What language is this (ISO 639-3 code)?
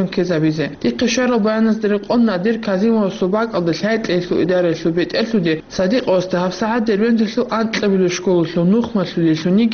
ava